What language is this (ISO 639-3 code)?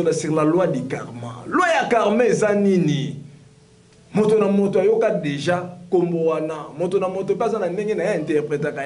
lin